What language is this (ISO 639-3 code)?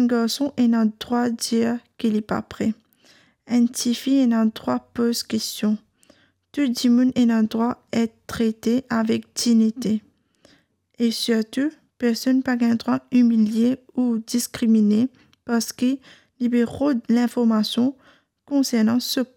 mfe